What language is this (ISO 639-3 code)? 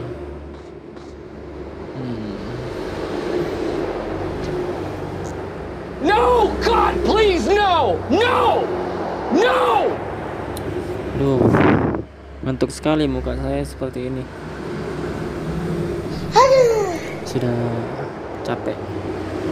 ind